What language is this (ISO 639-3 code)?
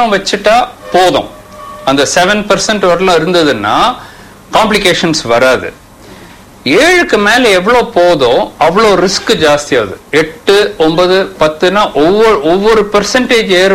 tam